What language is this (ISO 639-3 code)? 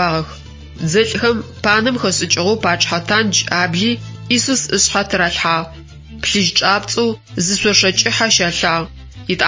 ady